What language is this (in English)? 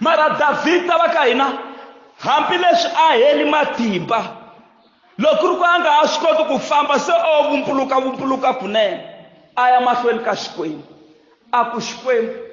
Tsonga